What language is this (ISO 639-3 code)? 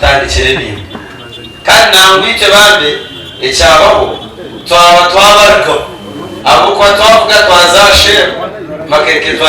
nyn